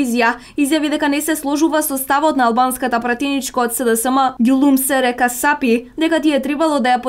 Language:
Macedonian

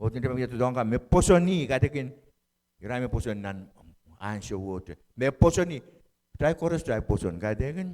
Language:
Pohnpeian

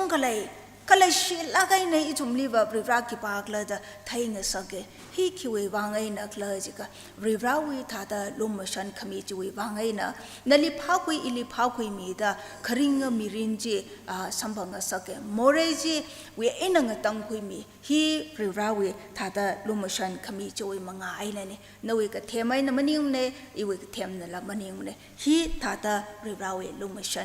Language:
Tangkhul Naga (India)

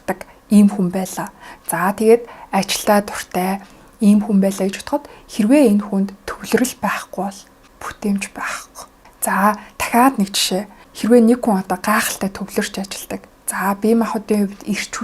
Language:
Mongolian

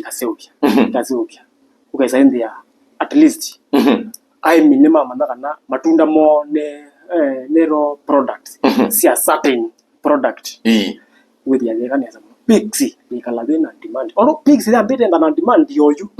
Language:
Kamba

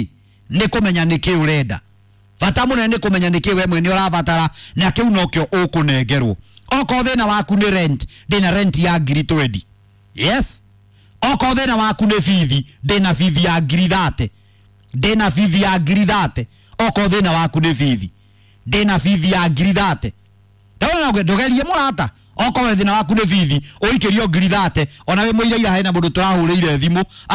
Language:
Kikuyu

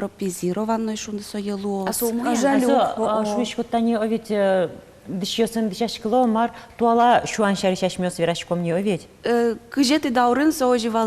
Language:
Udmurt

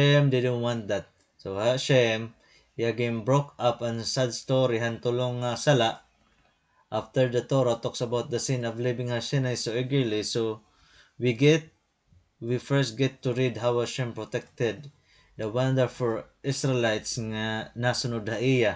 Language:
Waray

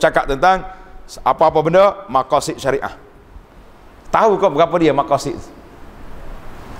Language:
Malay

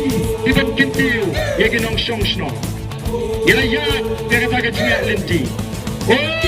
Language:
Khasi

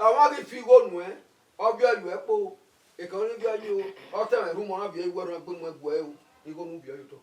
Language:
Bini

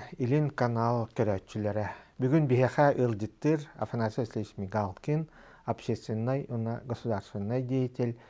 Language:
Yakut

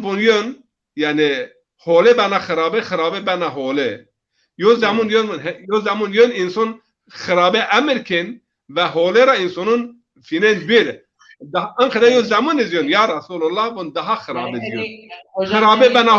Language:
Zaza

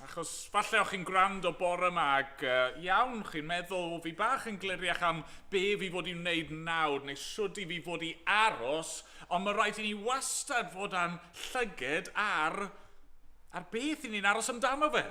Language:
Welsh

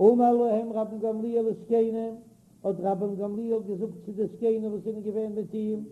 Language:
Yiddish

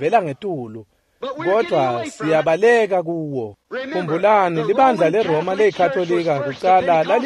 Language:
Swati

